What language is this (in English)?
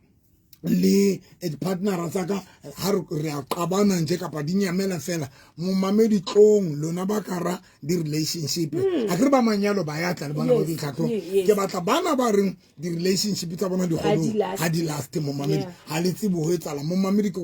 Southern Sotho